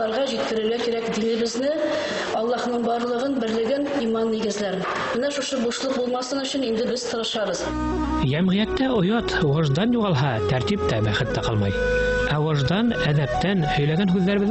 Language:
Bashkir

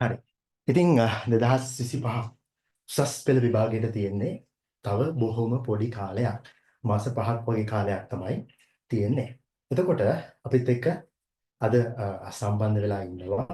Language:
Sinhala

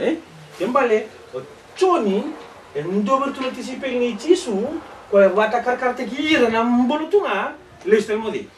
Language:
Fijian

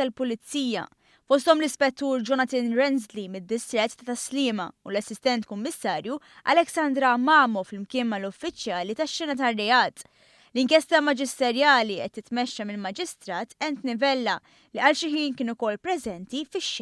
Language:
Maltese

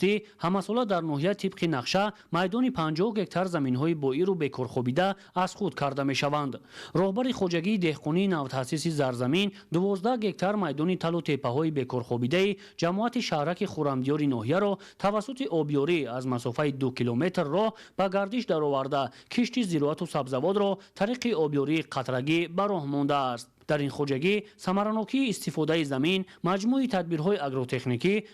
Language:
Tajik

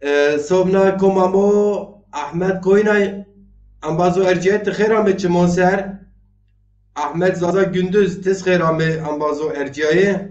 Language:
Zaza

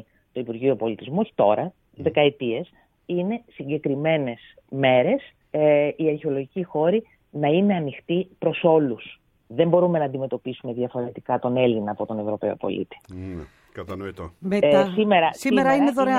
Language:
Greek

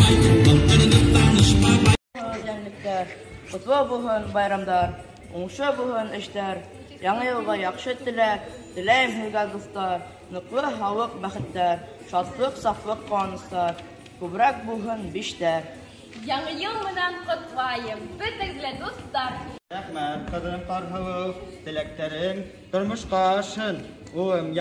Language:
Bashkir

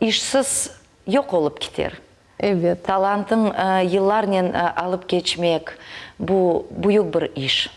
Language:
Crimean Tatar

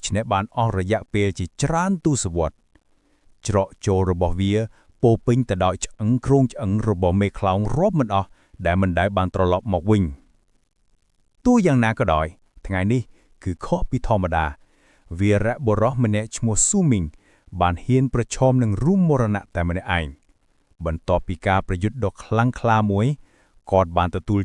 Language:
Khmer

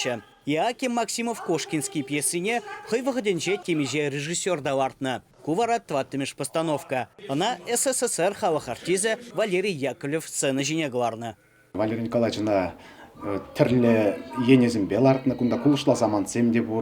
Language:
Chuvash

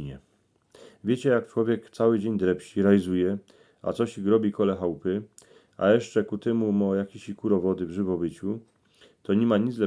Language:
Silesian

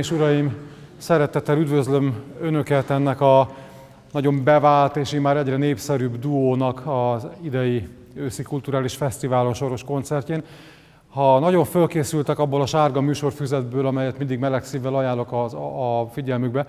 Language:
Hungarian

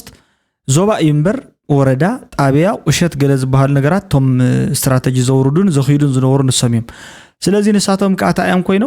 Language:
Tigrinya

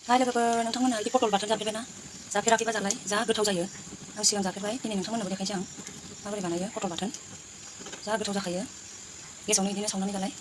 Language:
Bodo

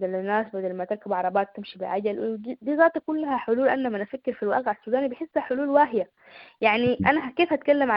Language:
Sudanese Arabic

